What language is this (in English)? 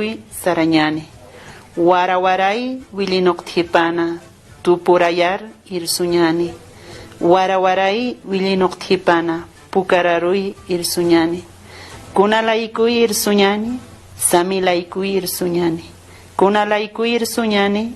Aymara